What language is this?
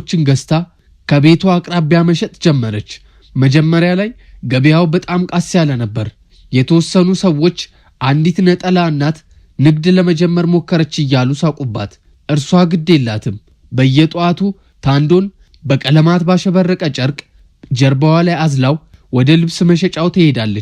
Amharic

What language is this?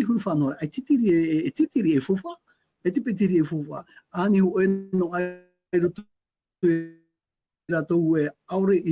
Tahitian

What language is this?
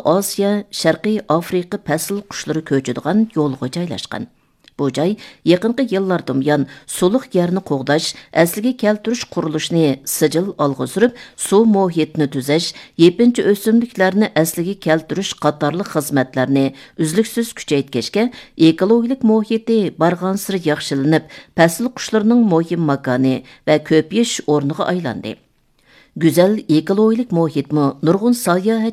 Uyghur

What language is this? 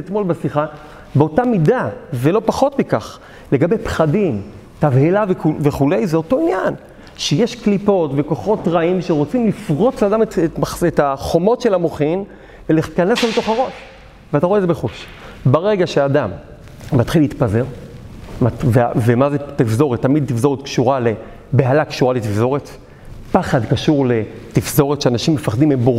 Hebrew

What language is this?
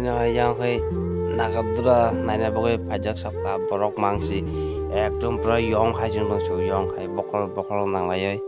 Kok Borok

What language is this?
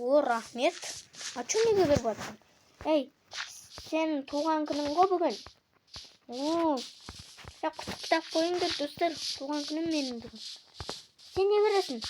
Kazakh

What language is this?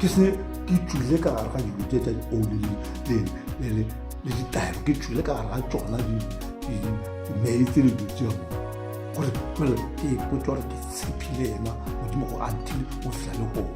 Northern Sotho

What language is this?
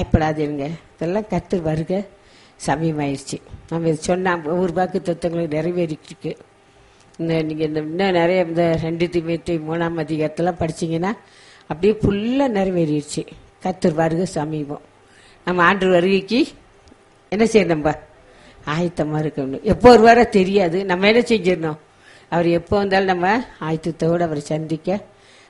Tamil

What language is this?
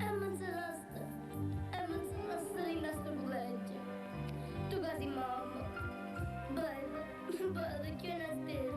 Neapolitan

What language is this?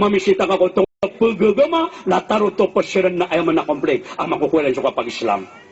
Maranao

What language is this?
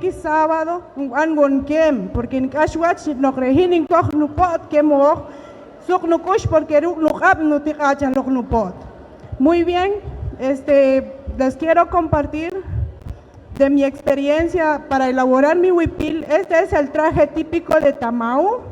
Poqomchi'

